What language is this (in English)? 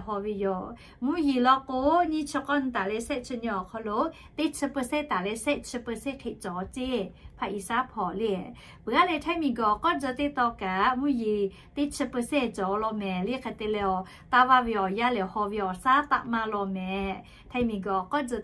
Lahu